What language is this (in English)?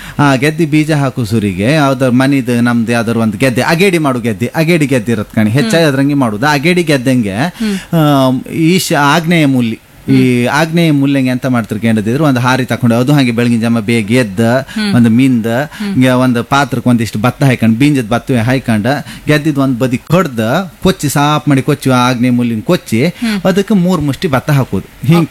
Kannada